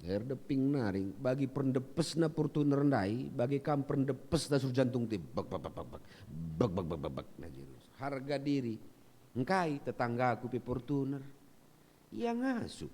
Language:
Batak Karo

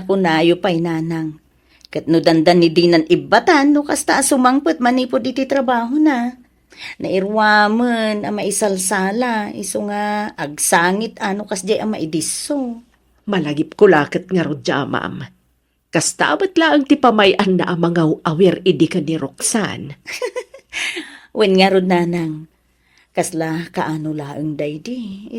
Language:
Iloko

